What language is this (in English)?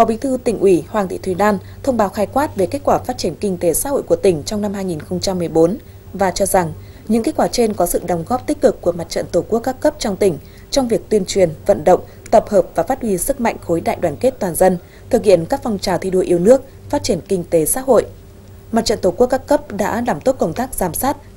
Vietnamese